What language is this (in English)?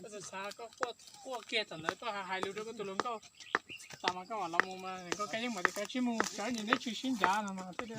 Hmong